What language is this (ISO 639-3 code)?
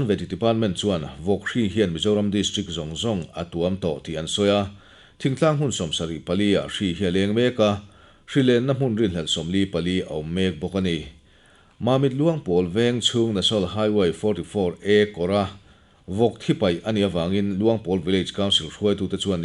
lus